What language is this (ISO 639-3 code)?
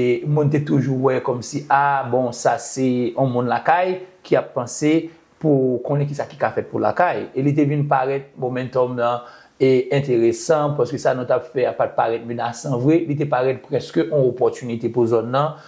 hat